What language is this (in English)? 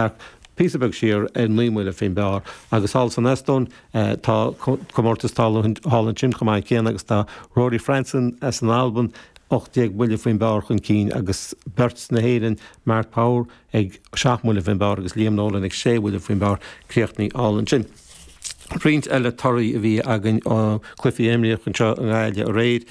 Irish